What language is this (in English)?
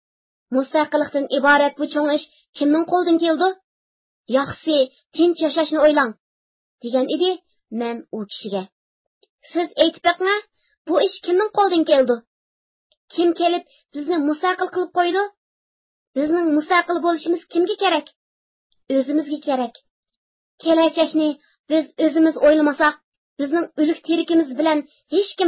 Uyghur